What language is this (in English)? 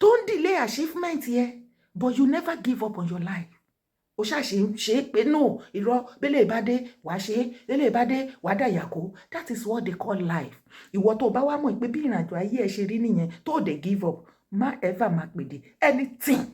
Yoruba